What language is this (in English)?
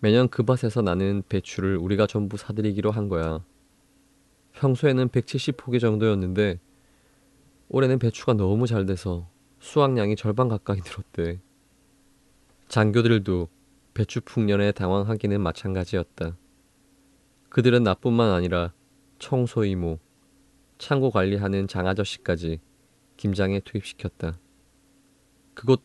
Korean